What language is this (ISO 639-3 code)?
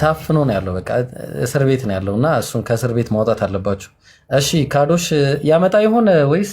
amh